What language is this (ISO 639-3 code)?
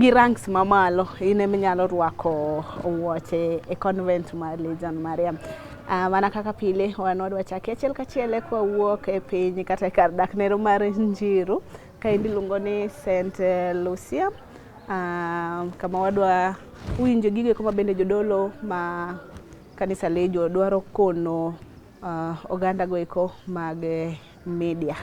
luo